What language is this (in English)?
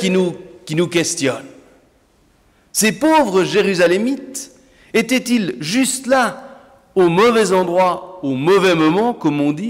French